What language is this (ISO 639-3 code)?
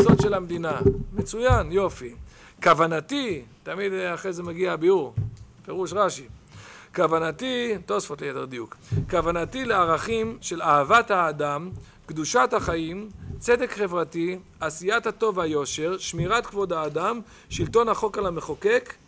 heb